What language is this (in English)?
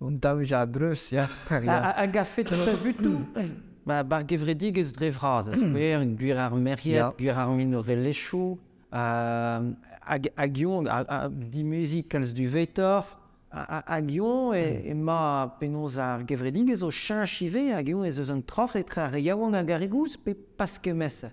Breton